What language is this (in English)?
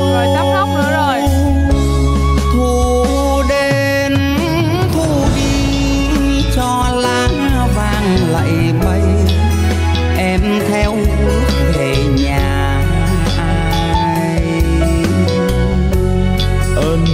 Vietnamese